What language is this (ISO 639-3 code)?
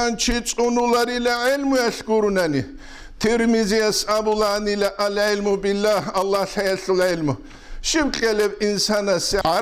ava